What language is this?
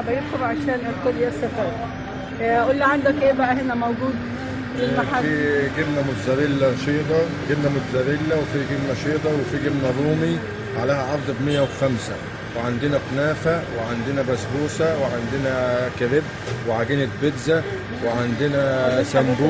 Egyptian Arabic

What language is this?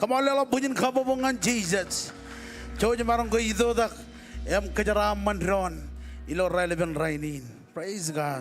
Marshallese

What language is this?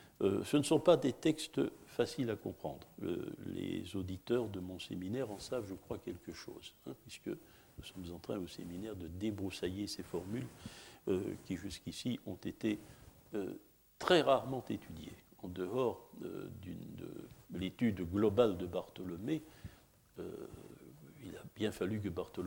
French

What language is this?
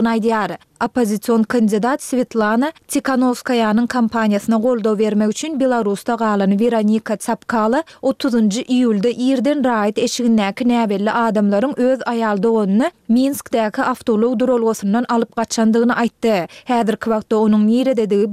Turkmen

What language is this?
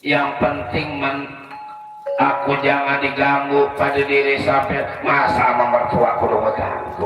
Betawi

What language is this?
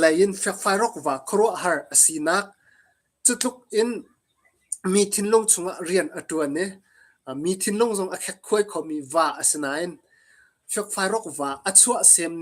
Hakha Chin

